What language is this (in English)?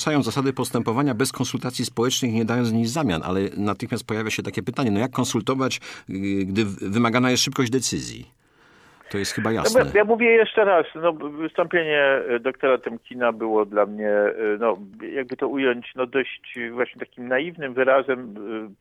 Polish